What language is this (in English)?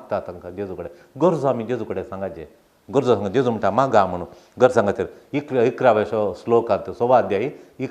Konkani